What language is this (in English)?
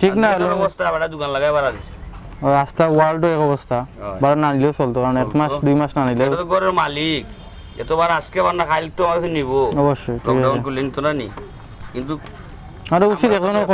Sylheti